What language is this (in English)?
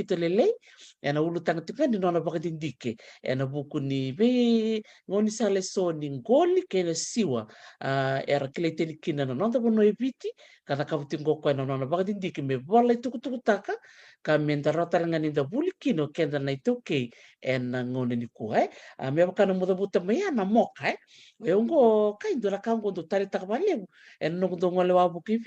Fijian